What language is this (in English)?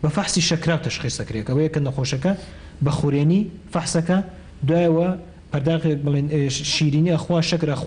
Central Kurdish